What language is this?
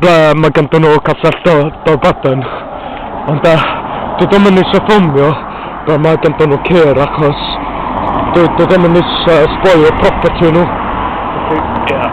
Welsh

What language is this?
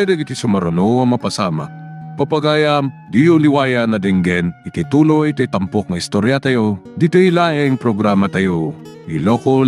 Iloko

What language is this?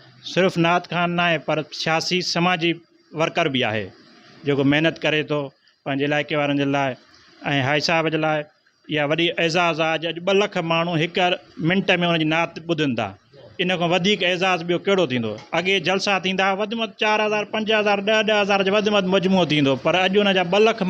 Sindhi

